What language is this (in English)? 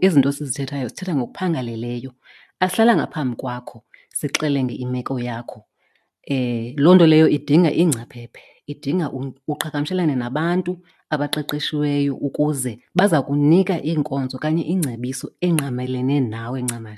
Xhosa